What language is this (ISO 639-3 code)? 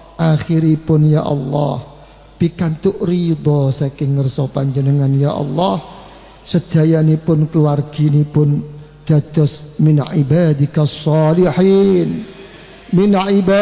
jav